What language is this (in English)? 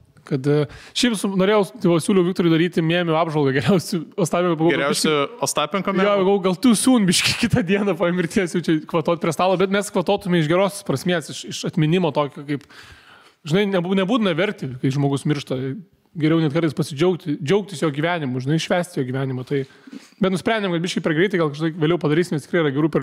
Lithuanian